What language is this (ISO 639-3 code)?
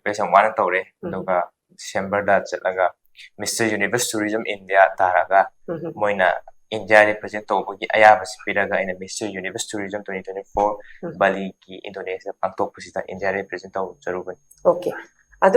mni